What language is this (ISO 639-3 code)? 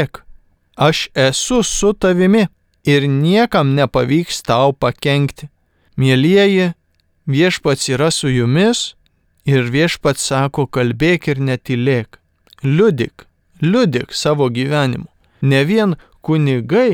lit